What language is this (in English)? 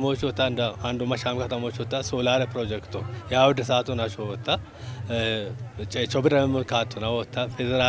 Kafa